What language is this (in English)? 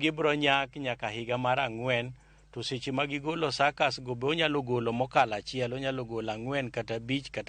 Luo (Kenya and Tanzania)